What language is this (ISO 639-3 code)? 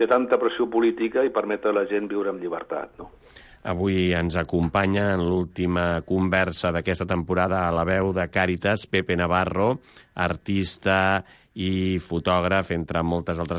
cat